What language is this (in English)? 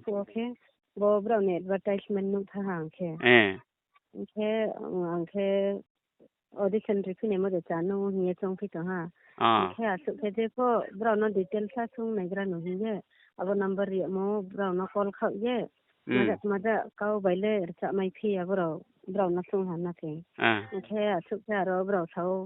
Riang (India)